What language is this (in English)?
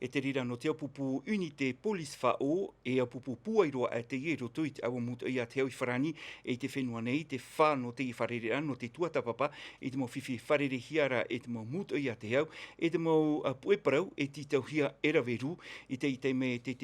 Tahitian